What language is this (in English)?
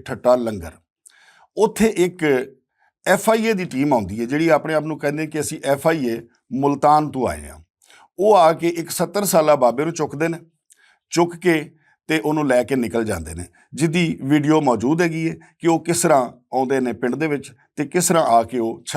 Western Panjabi